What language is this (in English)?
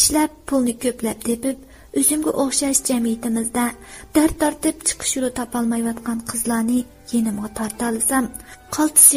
Uyghur